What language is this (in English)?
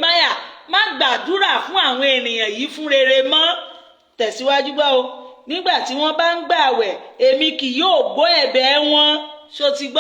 Yoruba